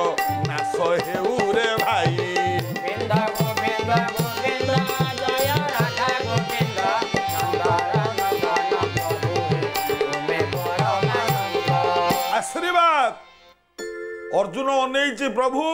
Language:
Odia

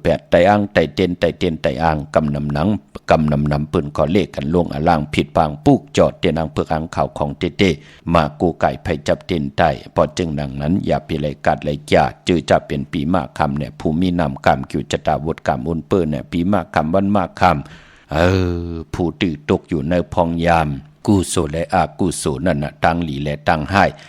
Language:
Shan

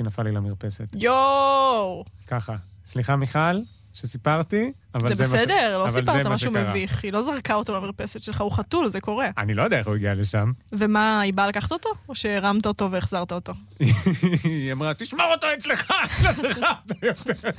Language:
Hebrew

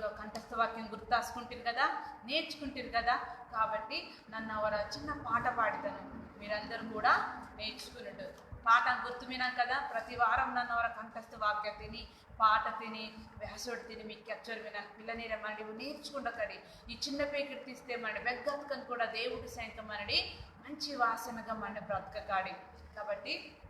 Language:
Koya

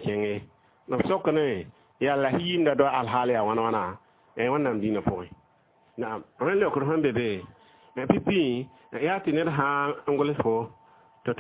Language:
Mossi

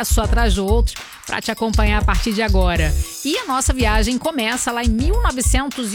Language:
Portuguese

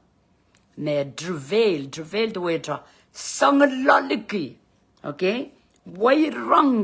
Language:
Pohnpeian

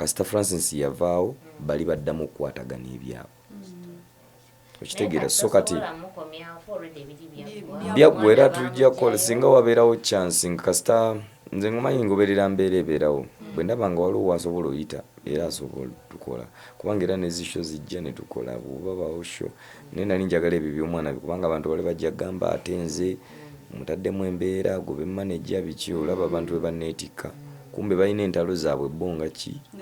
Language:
Ganda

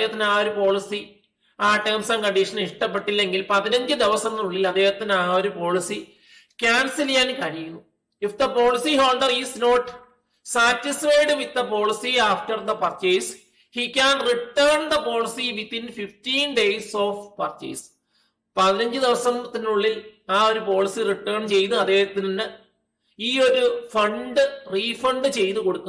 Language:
Malayalam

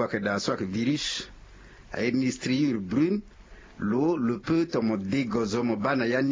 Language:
Sango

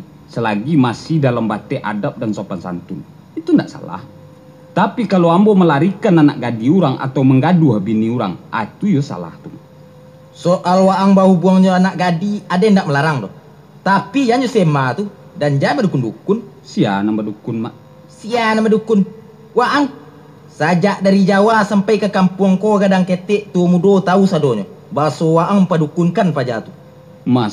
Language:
Minangkabau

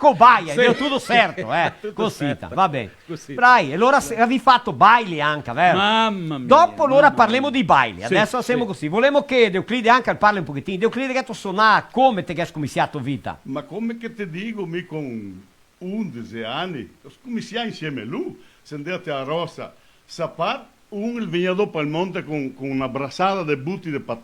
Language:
Venetian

